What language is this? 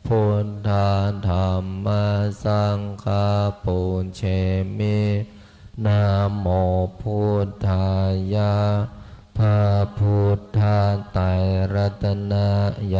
Pali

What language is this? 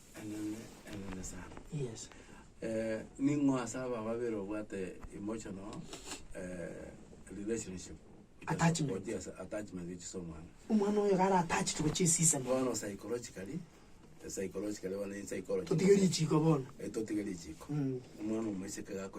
Gusii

